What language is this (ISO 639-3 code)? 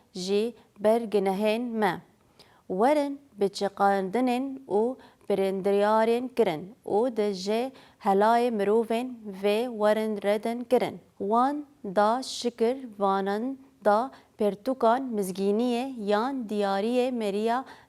kur